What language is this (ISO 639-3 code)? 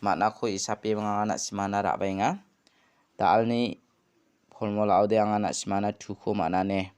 grt